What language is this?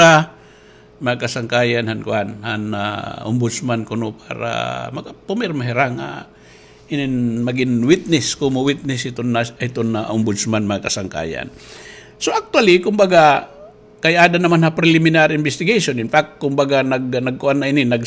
Waray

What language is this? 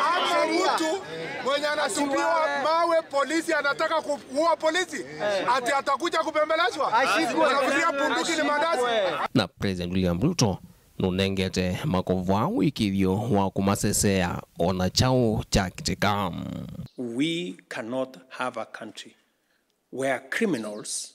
Kamba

